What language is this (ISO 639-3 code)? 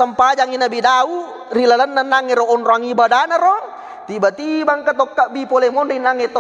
bug